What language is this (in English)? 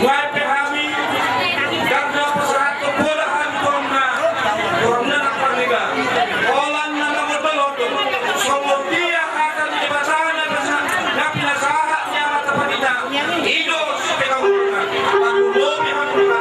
Batak Toba